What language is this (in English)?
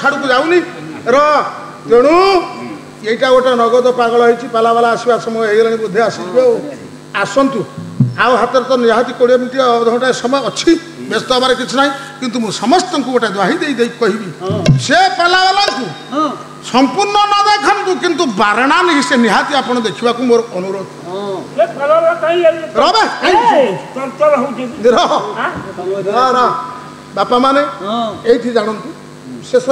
Odia